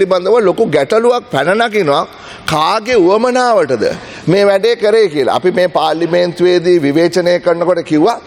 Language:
Sinhala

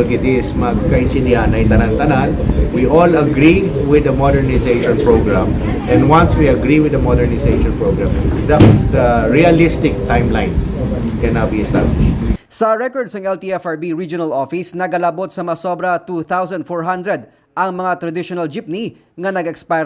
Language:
Hiligaynon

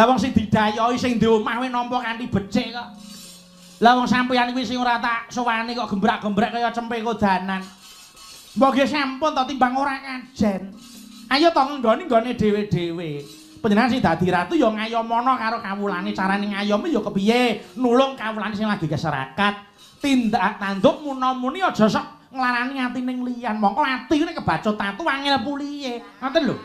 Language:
Javanese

